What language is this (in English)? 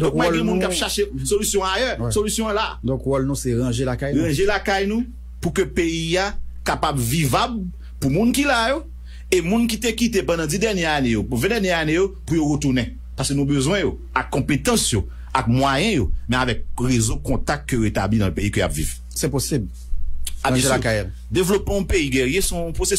Haitian Creole